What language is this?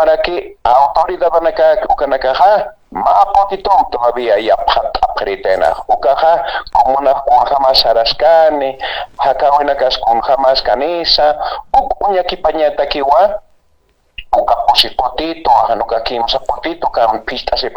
Aymara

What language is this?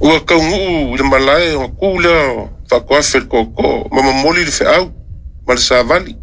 Samoan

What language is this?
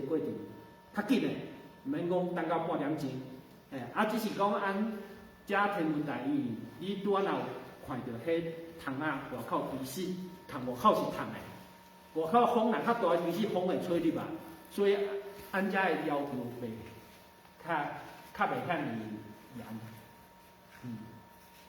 Min Nan Chinese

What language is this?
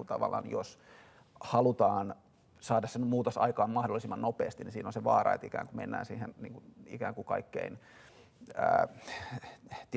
Finnish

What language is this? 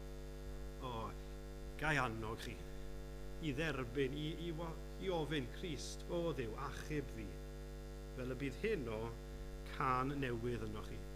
Welsh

